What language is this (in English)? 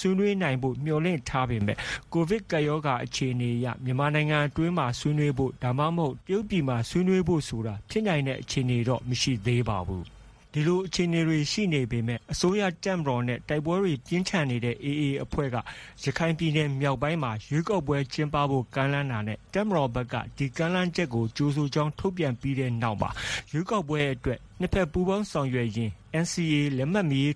Burmese